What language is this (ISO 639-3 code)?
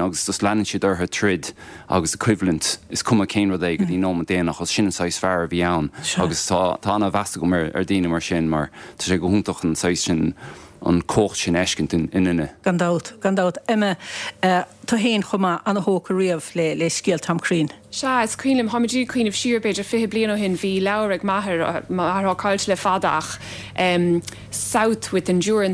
gle